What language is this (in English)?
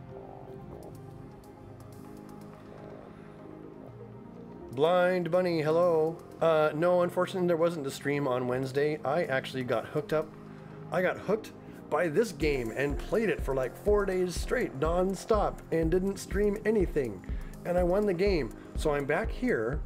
English